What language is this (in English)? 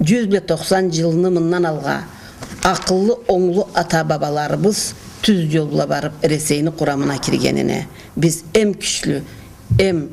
Karachay-Balkar